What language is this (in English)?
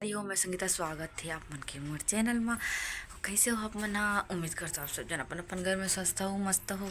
Chhattisgarhi